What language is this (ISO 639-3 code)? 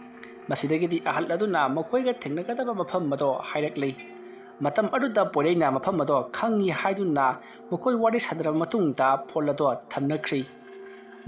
mni